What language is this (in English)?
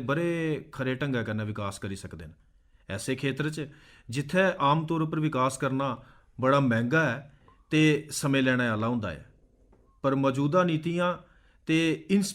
Dogri